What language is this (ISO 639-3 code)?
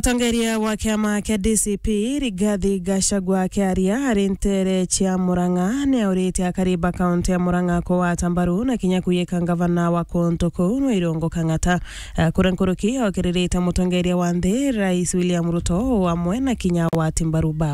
mer